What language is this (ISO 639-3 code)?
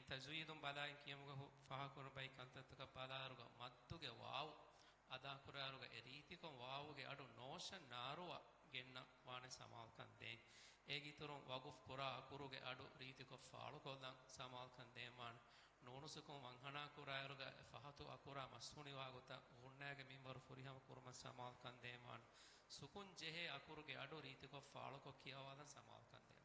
div